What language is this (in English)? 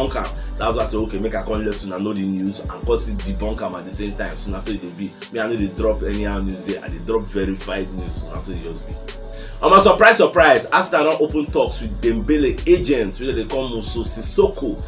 Nigerian Pidgin